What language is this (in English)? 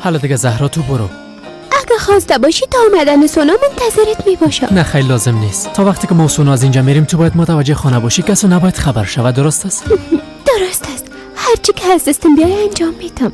Persian